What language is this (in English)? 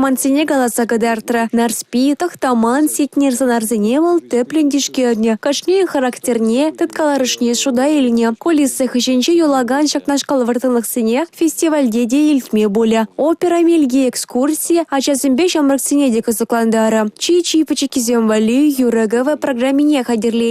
Chuvash